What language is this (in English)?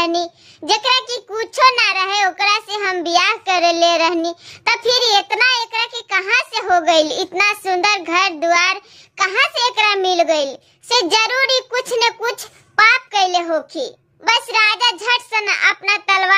Bhojpuri